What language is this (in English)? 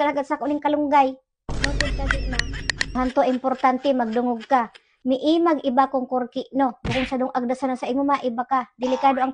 Bikol